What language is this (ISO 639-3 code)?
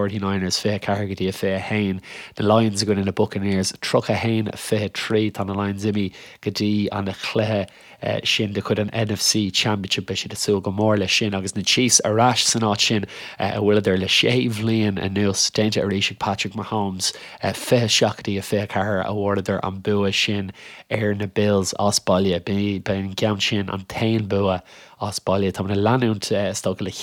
gle